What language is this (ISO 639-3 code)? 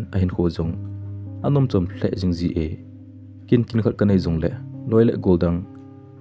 tcz